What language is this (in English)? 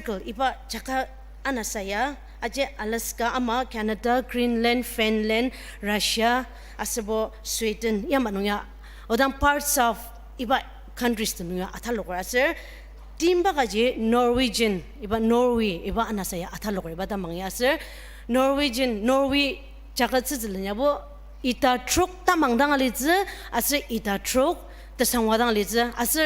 Ao Naga